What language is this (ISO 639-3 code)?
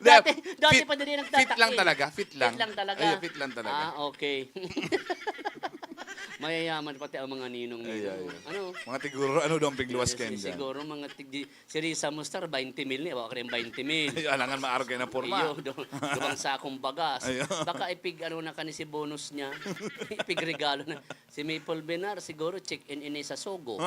bik